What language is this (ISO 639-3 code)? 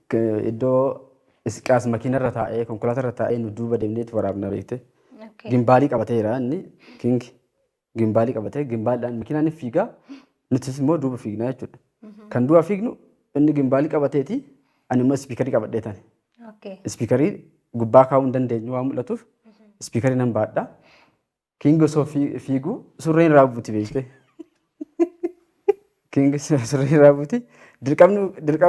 orm